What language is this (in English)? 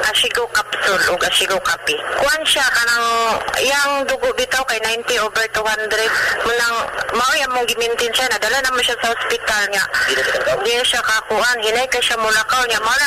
Cebuano